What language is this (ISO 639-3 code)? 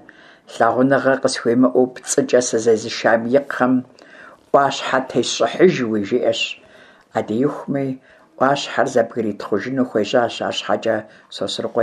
kbd